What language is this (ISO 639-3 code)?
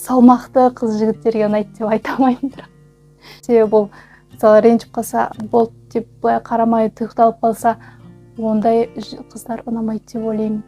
kaz